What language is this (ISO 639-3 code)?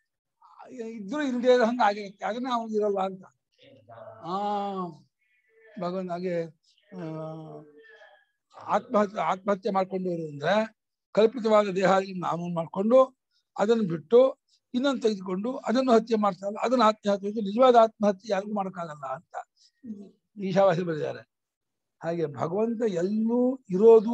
kan